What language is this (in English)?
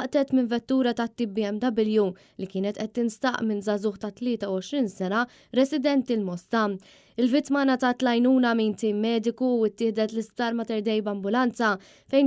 Maltese